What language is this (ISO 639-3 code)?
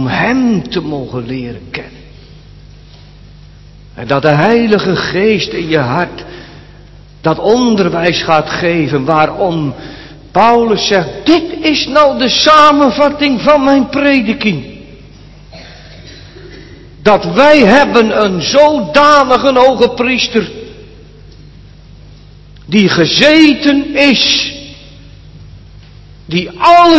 nld